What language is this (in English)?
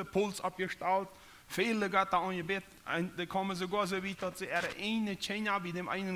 Plautdietsch